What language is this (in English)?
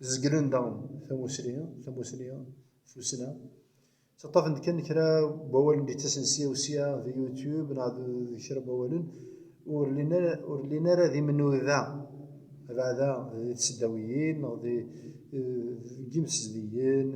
Kabyle